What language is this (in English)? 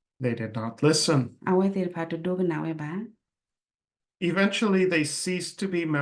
S'gaw Karen